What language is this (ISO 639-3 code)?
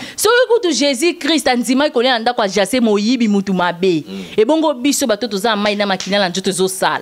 lin